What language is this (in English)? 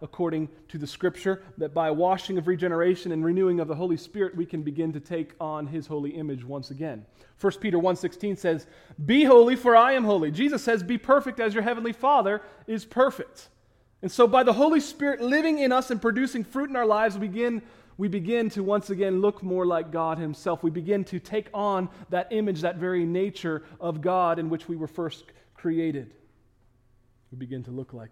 English